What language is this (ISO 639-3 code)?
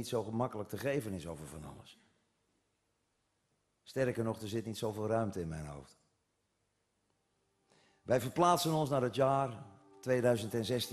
nld